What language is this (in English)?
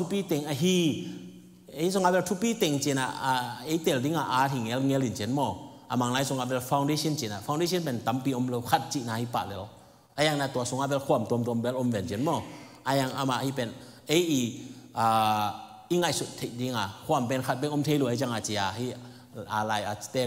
Tedim Chin